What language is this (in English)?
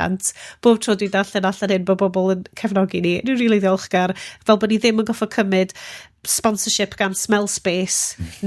Welsh